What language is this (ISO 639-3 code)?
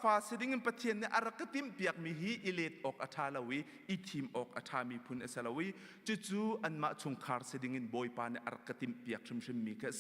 cnh